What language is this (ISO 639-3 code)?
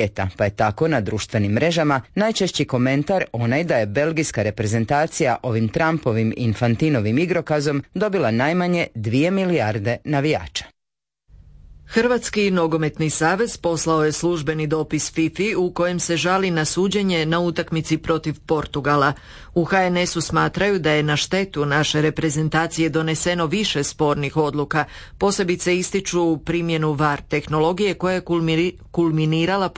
hrv